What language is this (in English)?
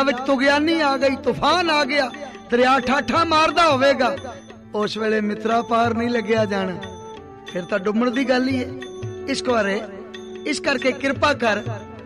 Punjabi